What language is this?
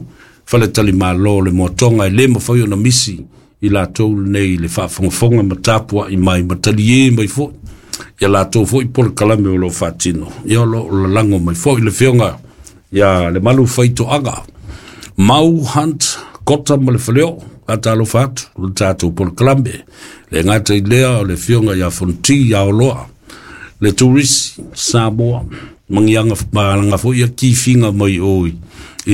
Samoan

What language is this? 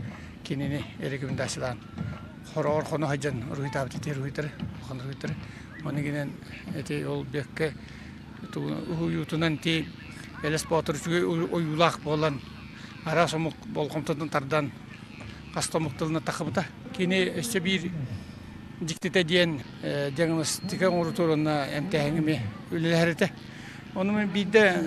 Yakut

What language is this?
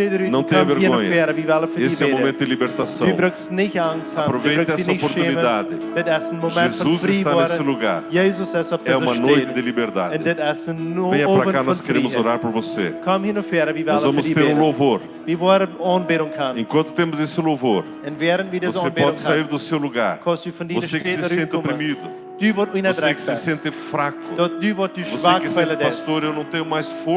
Plautdietsch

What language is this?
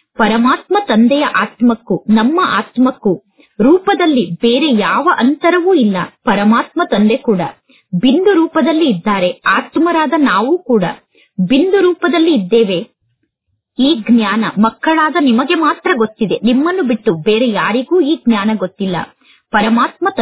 Kannada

